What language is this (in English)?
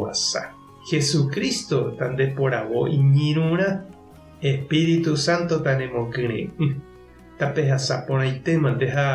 Guarani